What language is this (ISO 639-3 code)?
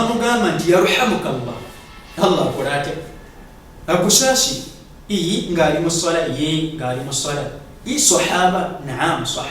lug